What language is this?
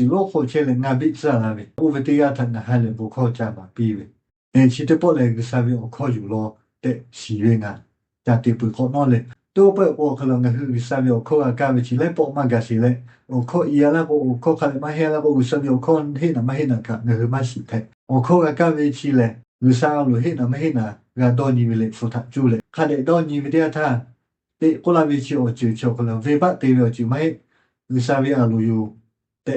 Lahu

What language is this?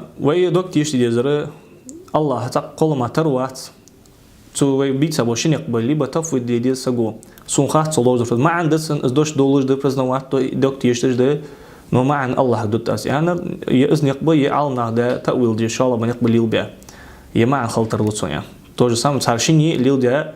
Ingush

